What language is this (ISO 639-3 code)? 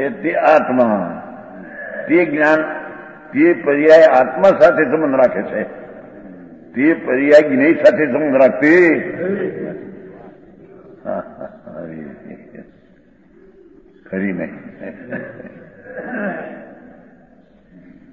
guj